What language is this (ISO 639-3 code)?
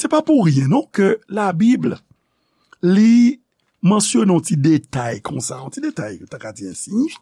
hat